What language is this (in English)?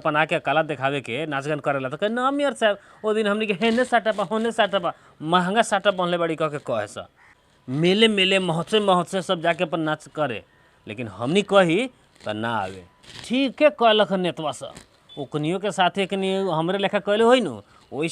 Bhojpuri